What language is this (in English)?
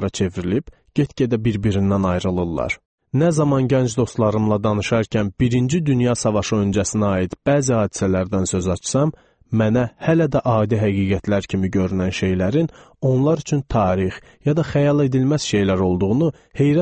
Azerbaijani